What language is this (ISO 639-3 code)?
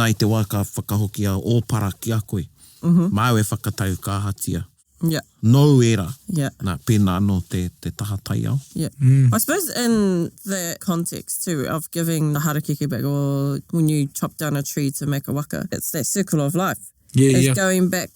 mri